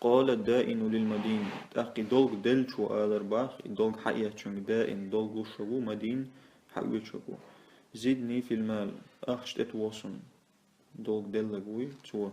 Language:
Chechen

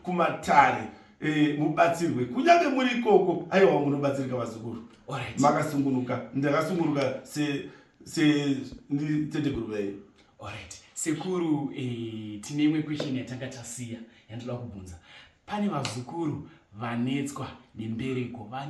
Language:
Shona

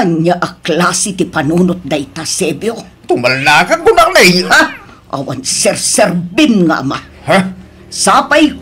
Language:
Iloko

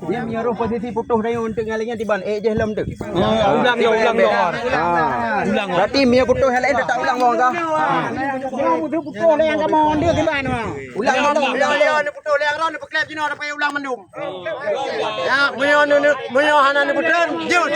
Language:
Achinese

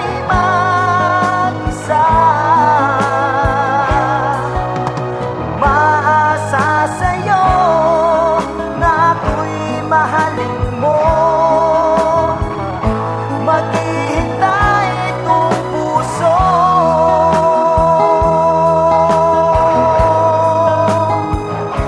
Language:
Filipino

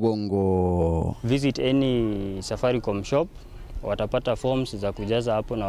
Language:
Meru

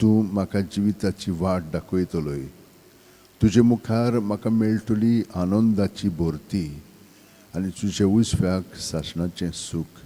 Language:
Konkani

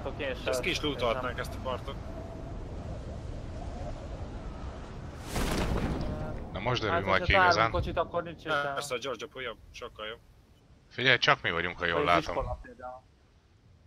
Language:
Hungarian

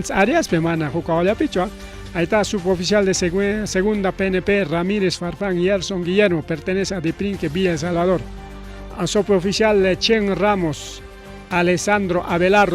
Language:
Ayacucho Quechua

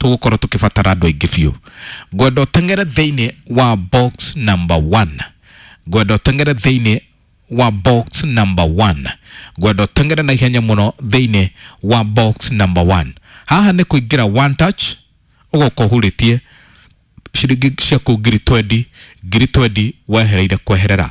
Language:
Kikuyu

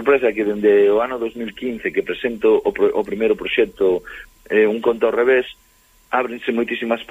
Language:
Galician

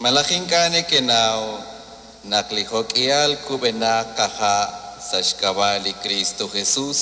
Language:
Kekchí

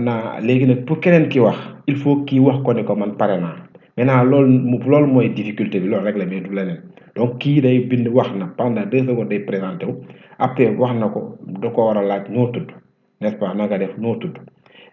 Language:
Wolof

